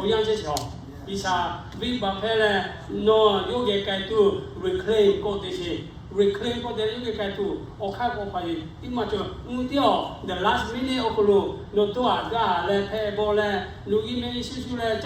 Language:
Lahu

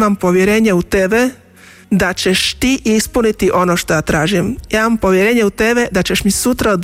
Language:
Croatian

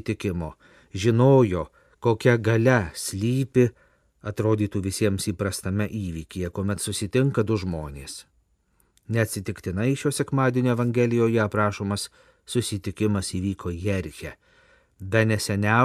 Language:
Lithuanian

